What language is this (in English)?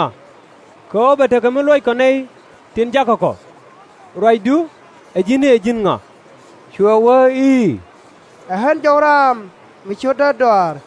Nuer